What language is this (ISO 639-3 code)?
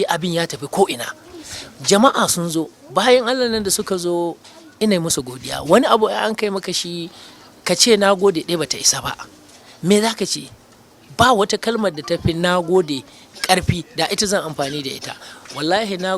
hau